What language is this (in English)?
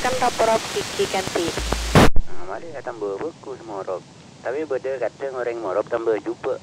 Madurese